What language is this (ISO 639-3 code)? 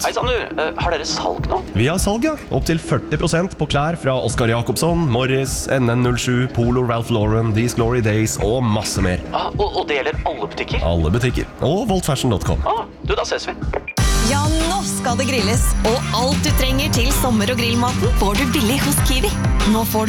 nor